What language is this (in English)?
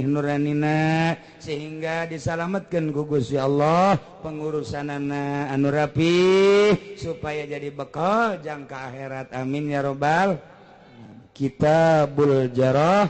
Sundanese